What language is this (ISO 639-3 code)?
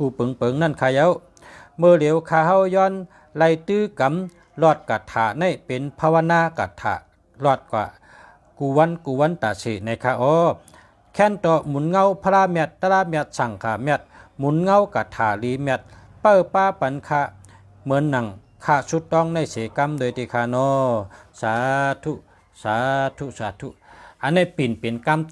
shn